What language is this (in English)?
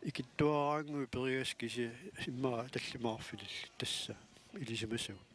Kalaallisut